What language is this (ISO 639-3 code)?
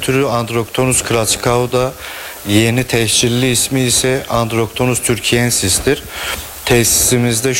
tur